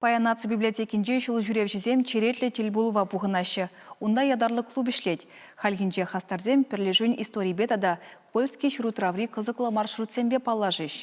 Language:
Chuvash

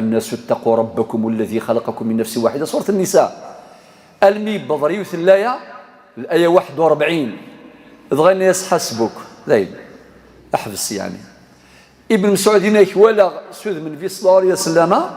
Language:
Kabyle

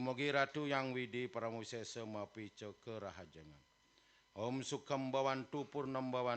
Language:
Balinese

